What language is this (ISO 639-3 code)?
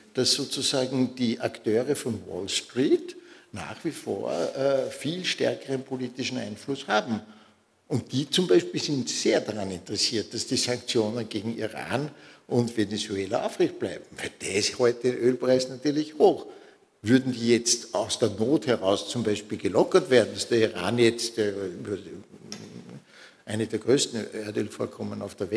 deu